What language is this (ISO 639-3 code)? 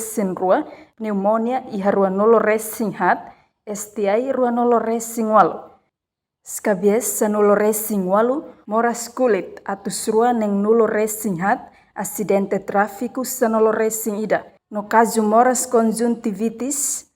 tet